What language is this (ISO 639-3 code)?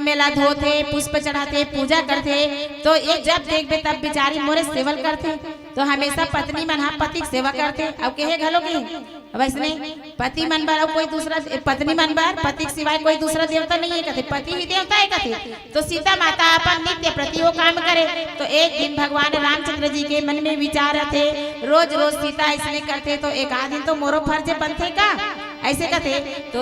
hne